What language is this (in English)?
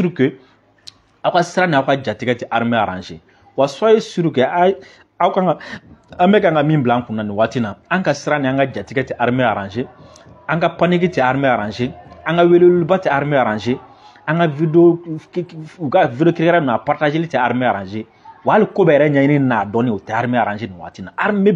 Bambara